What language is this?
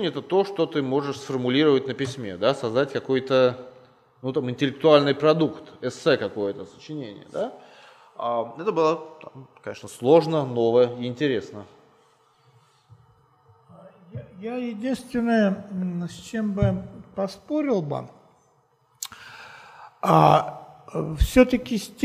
Russian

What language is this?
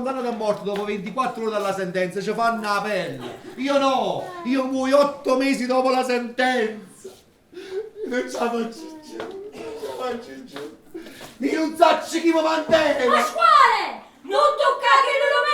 Neapolitan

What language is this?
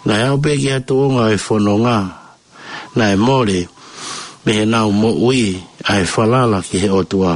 Tongan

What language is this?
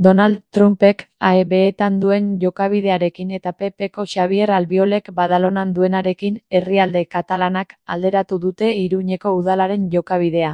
Basque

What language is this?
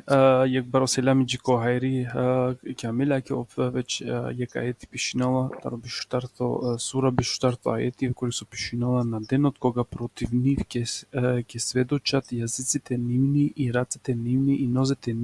Balkan Romani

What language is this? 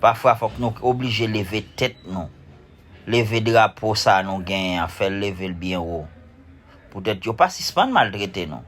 Haitian Creole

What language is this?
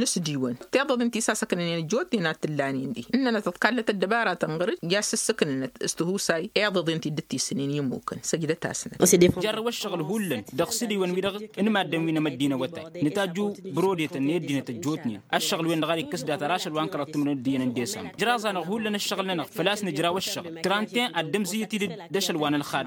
Tamasheq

